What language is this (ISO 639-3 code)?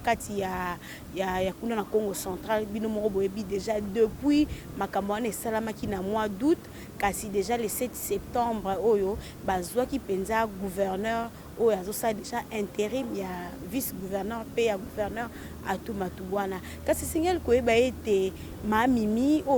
lin